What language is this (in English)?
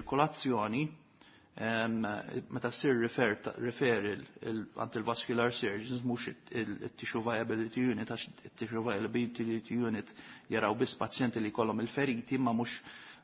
Maltese